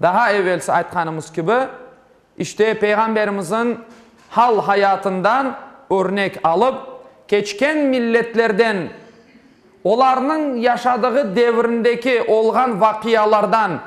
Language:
Crimean Tatar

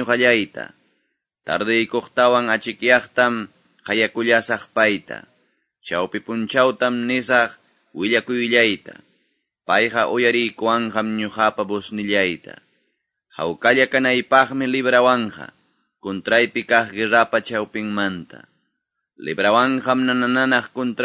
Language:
Quechua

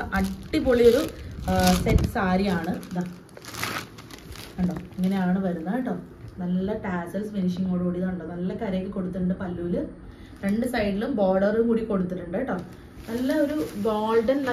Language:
Malayalam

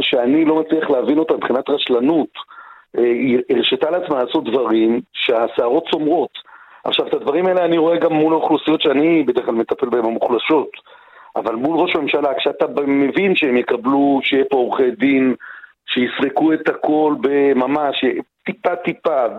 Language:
Hebrew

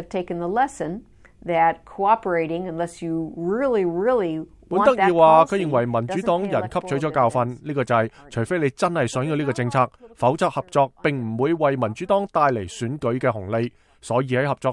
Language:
Cantonese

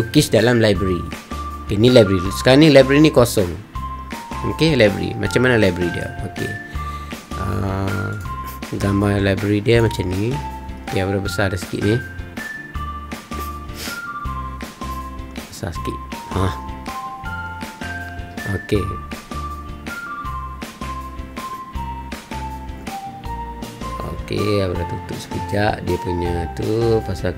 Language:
Malay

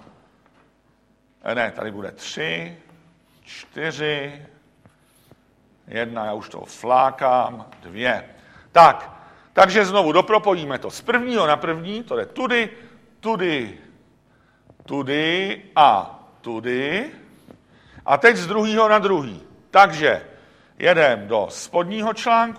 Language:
Czech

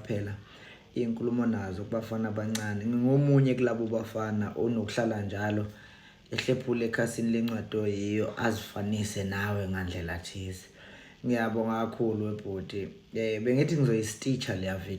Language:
Zulu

